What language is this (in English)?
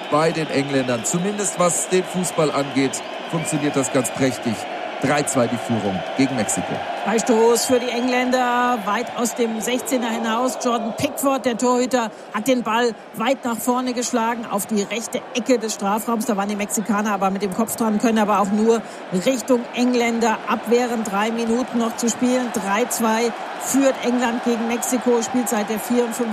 German